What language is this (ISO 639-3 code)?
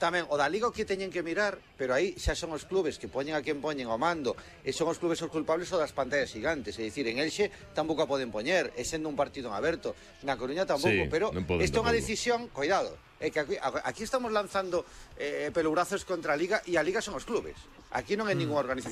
glg